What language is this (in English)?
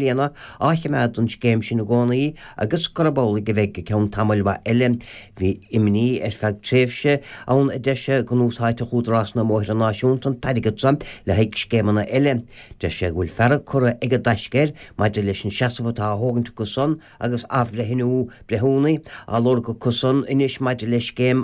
Irish